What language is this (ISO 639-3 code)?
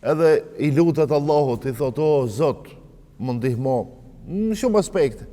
sqi